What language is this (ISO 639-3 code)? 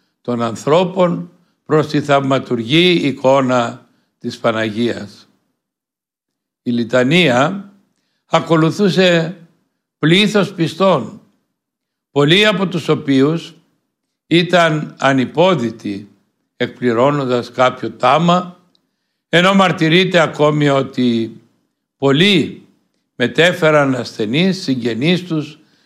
ell